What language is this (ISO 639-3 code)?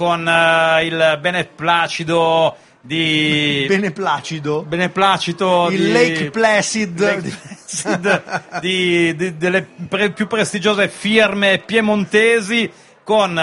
ita